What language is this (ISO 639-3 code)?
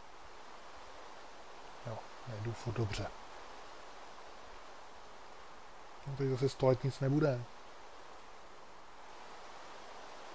ces